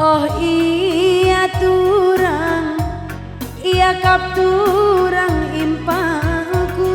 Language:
Batak Karo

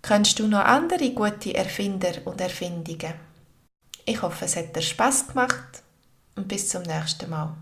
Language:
Swiss German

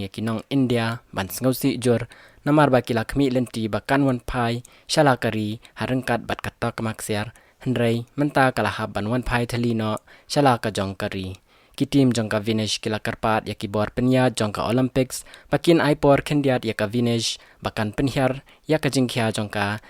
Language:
Khasi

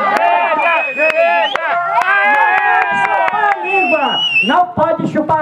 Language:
Portuguese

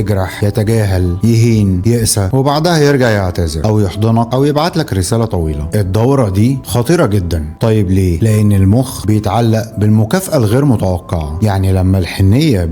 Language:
Egyptian Arabic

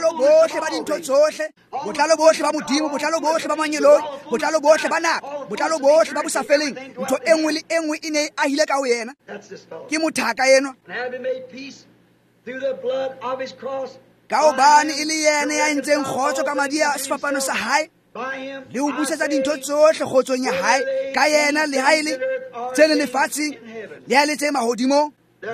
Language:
Tswana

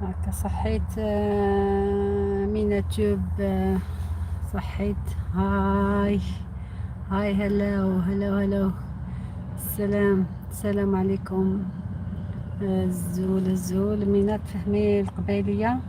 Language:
Algerian Arabic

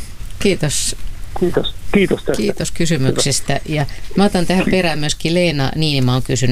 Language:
Finnish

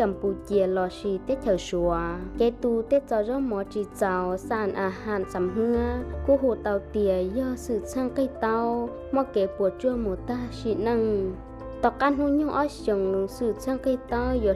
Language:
Hmong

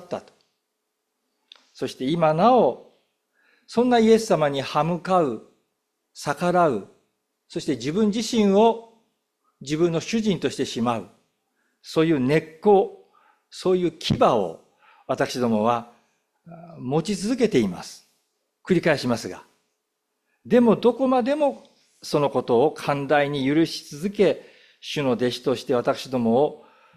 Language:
Japanese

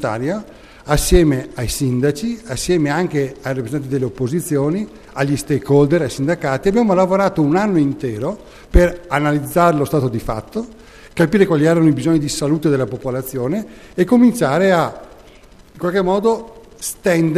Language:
Italian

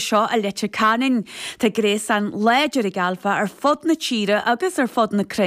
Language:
Irish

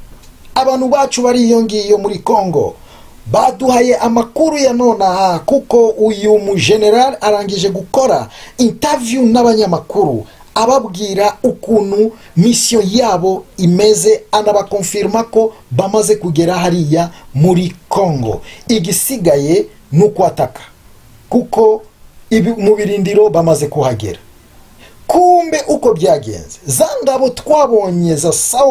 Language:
Kinyarwanda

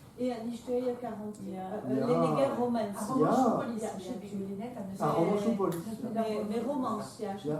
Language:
Breton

